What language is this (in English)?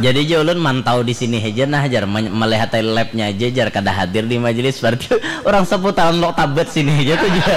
Banjar